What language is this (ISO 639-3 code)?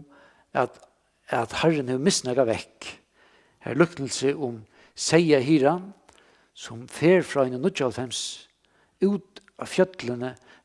fao